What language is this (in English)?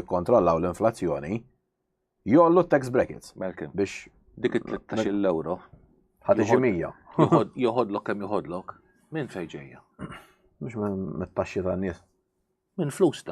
Maltese